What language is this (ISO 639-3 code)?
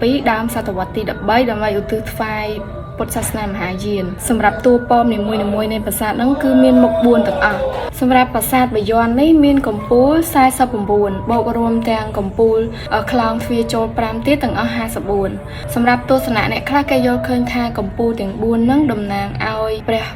khm